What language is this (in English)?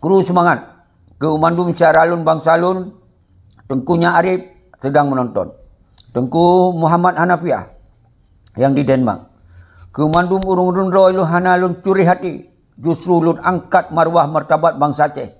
Achinese